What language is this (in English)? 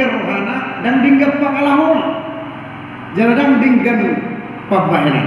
Batak Toba